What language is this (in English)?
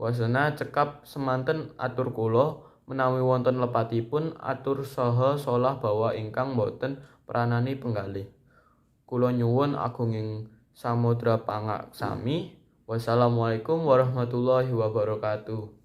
Javanese